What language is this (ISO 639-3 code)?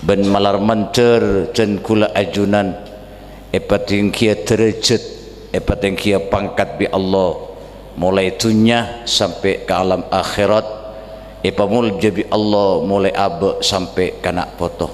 mad